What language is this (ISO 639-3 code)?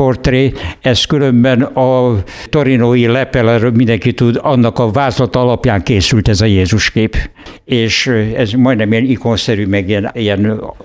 hun